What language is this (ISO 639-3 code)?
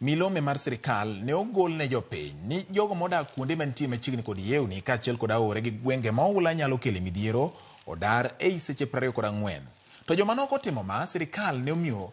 luo